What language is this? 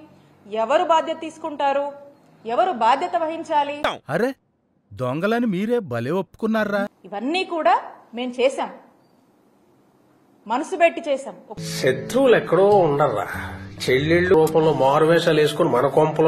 Telugu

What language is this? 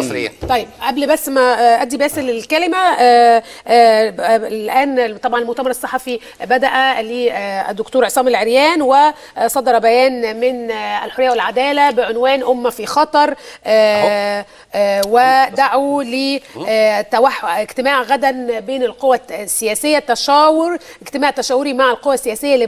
Egyptian Arabic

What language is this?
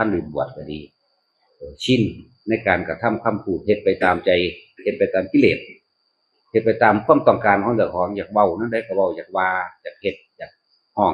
Northeastern Thai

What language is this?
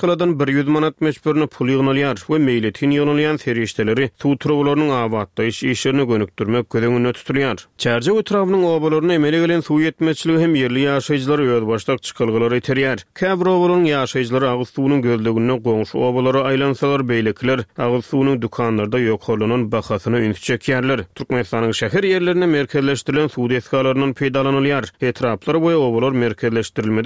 Turkmen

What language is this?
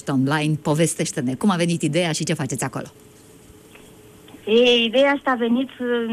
Romanian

